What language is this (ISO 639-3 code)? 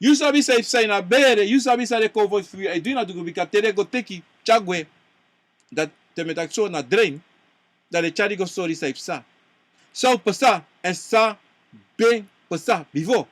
srn